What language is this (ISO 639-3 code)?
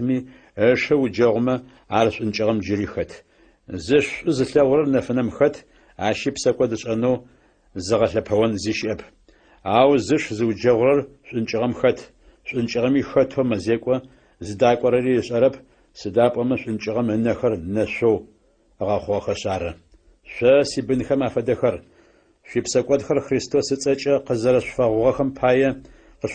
ady